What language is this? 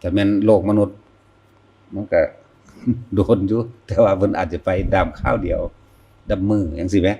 Northeastern Thai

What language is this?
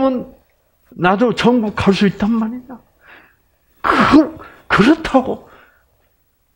Korean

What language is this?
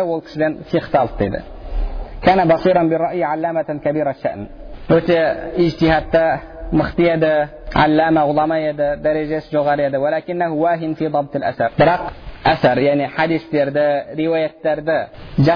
Kazakh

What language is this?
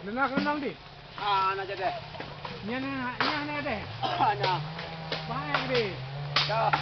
Achinese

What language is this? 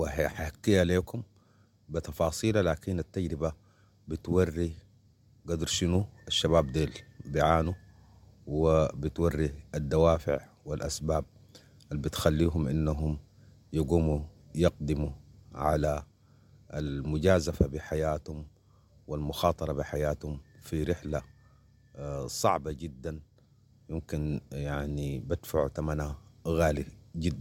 Sudanese Arabic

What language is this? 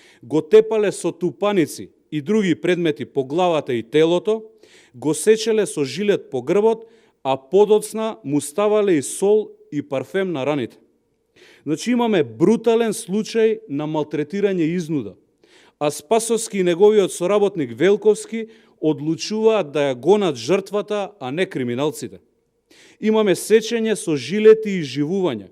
Macedonian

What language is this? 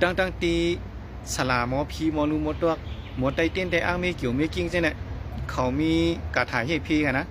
Shan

